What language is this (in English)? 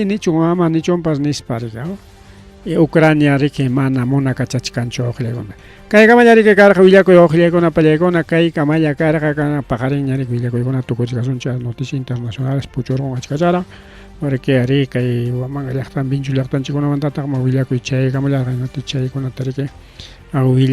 Ayacucho Quechua